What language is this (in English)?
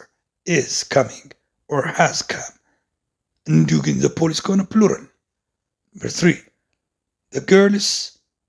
Amharic